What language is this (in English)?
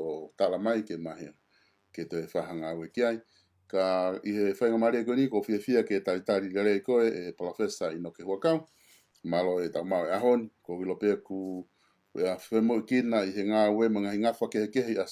Tongan